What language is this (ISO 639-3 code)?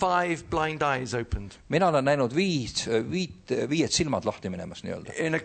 est